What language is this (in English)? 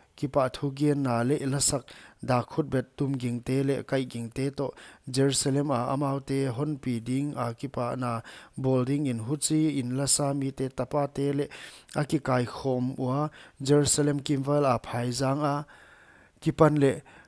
Paite Chin